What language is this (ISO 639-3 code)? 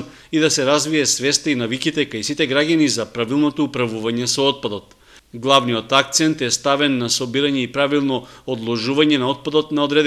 mkd